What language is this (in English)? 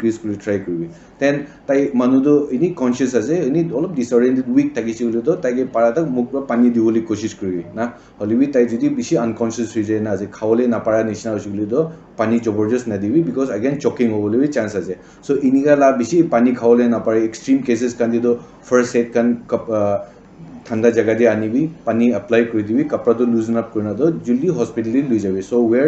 Naga Pidgin